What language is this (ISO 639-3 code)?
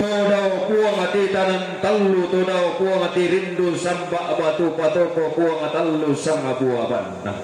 sda